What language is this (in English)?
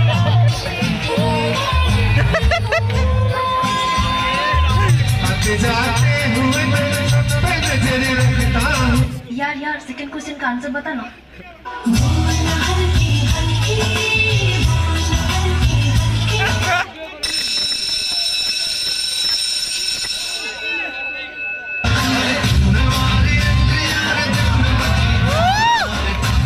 Hindi